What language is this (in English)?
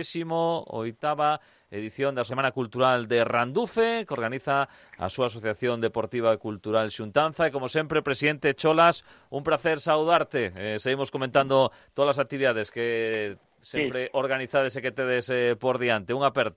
Galician